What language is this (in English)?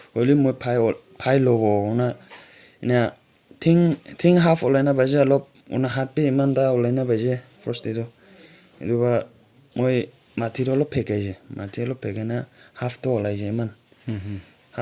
Naga Pidgin